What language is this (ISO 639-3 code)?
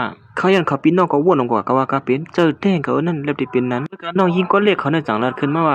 shn